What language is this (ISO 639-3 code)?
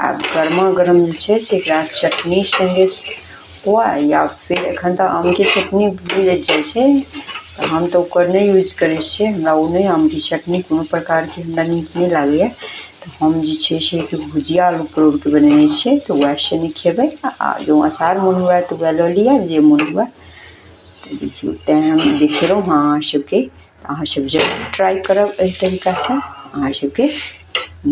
mai